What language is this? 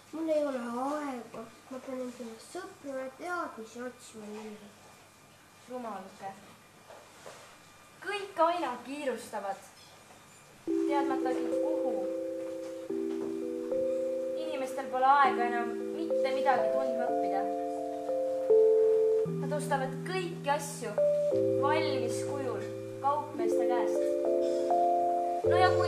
Estonian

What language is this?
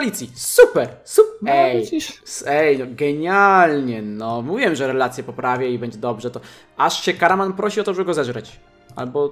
Polish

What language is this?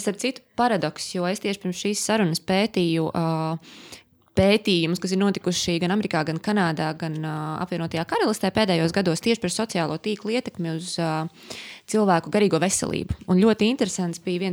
Latvian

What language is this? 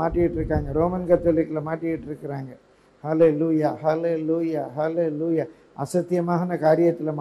Tamil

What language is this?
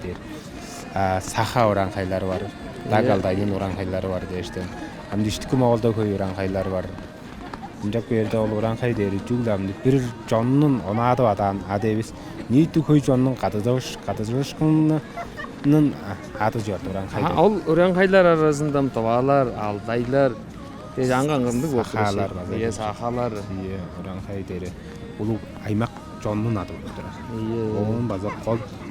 Tuvinian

